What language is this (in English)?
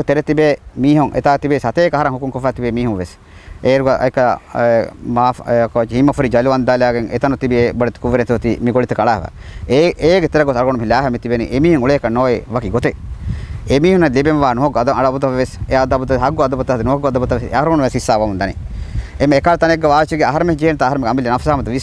Divehi